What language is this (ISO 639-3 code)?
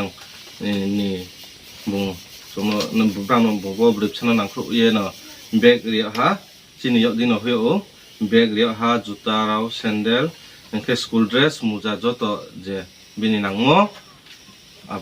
ria